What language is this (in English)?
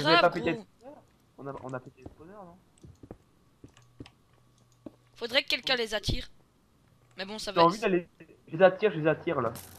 French